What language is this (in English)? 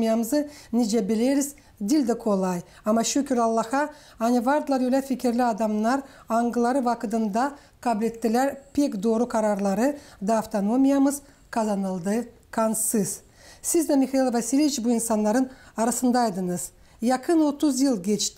Gagauz